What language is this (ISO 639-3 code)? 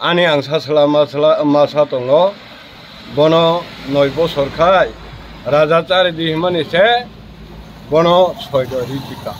trp